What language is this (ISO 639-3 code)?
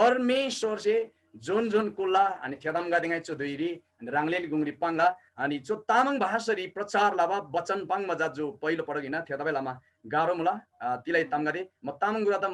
taj